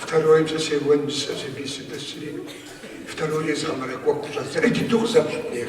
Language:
Kabardian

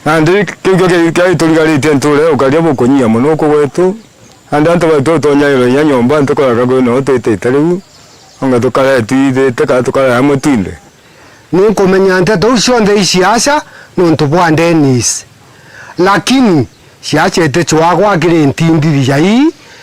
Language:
Meru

